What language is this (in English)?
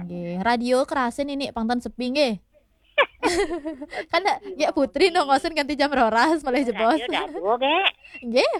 Balinese